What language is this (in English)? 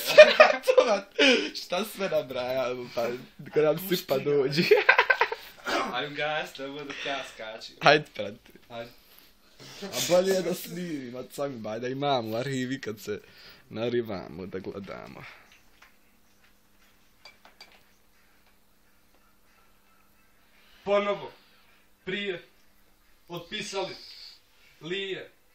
Bosnian